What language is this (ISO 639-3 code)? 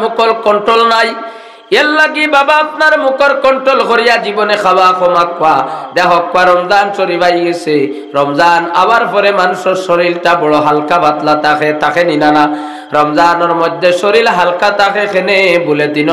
syl